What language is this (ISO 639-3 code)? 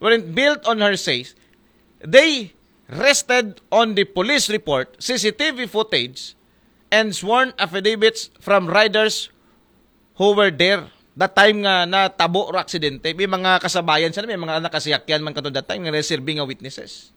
akl